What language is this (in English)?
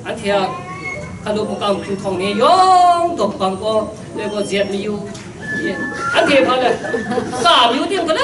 Kachin